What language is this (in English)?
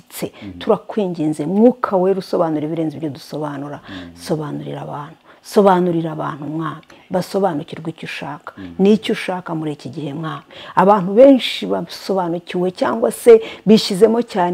Kinyarwanda